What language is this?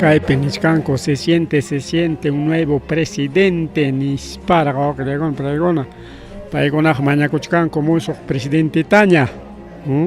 Ayacucho Quechua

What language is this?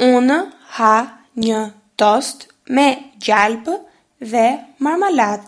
Albanian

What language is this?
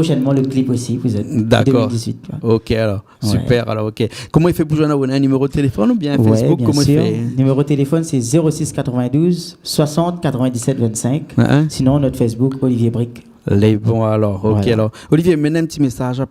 Réunion Creole French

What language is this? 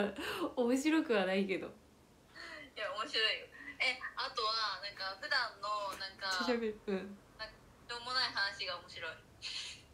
Japanese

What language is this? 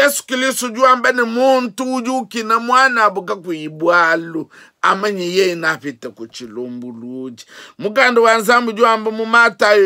Luba-Lulua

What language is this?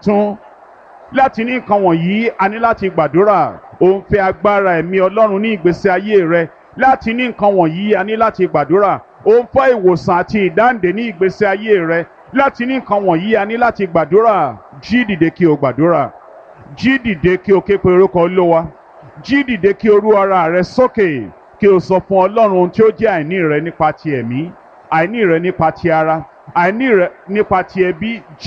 Yoruba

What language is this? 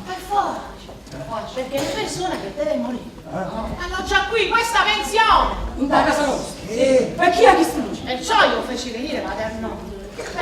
Neapolitan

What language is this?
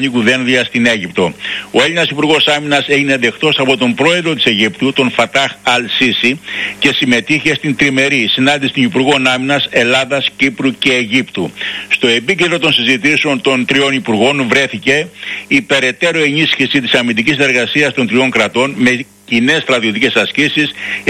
Greek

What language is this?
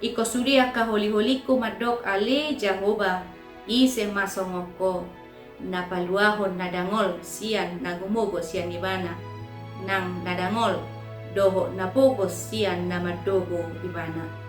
Batak Toba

